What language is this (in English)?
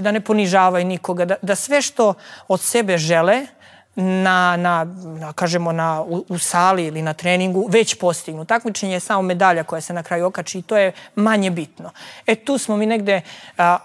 Serbian